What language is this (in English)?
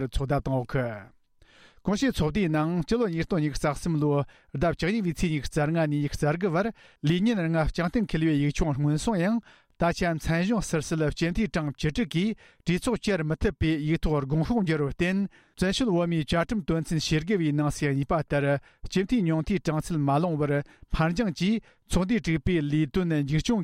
Tibetan